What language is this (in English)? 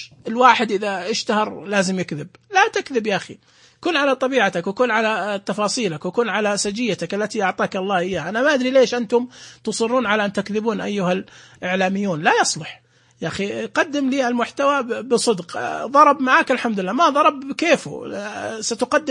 Najdi Arabic